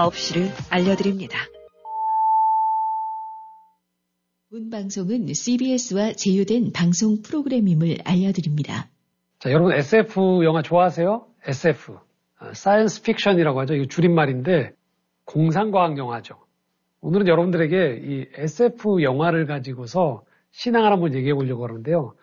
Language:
Korean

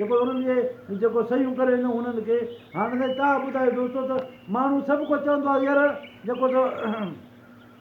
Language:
Sindhi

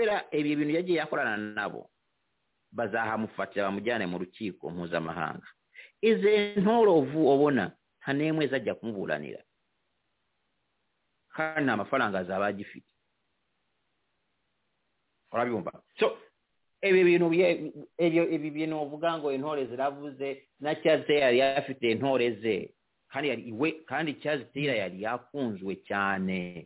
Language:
Kinyarwanda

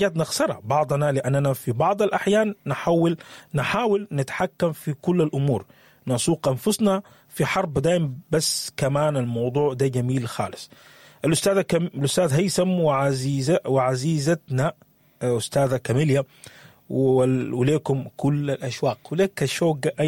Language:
Sudanese Arabic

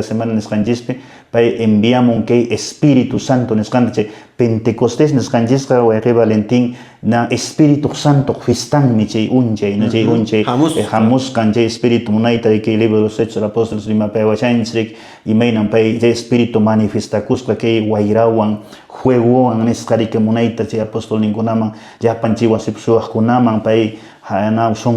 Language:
Quechua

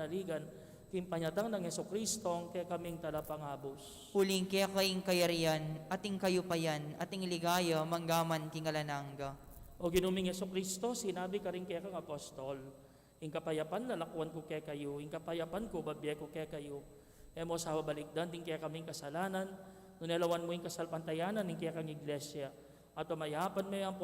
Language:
Pampanga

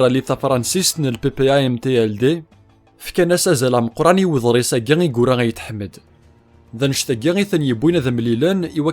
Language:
Kabyle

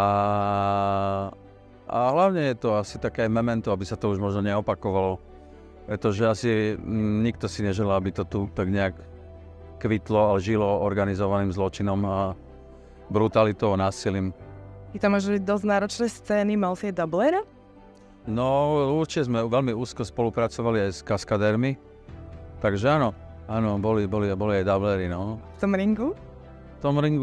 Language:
Slovak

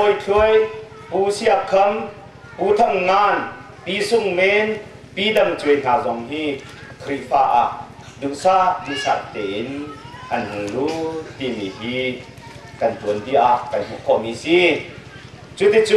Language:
Hakha Chin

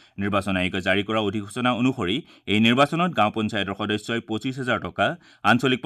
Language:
Assamese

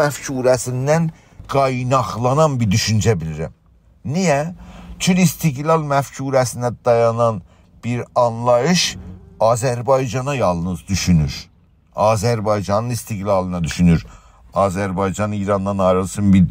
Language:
South Azerbaijani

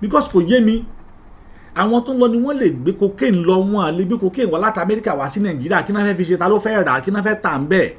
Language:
Yoruba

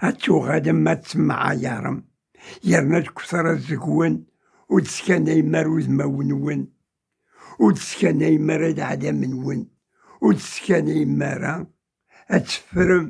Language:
Kabyle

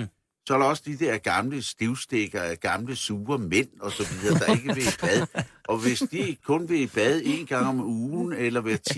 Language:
Danish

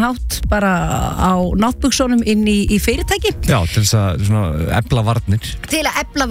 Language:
Icelandic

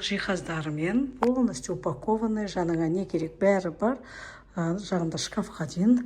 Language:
Kazakh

